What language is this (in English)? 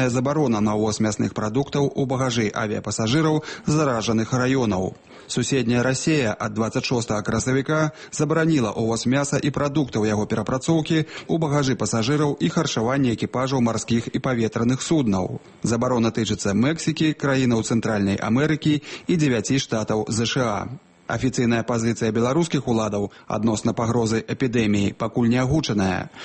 Belarusian